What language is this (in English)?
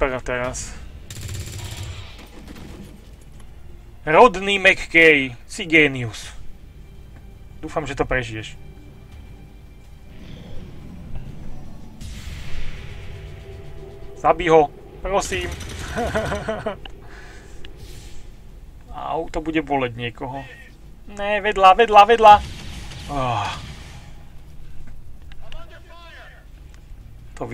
Slovak